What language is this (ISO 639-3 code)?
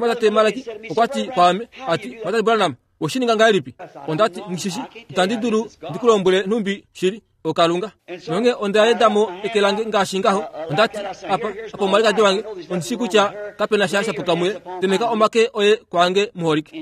kua